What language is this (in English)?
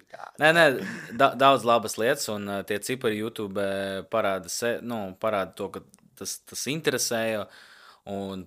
Latvian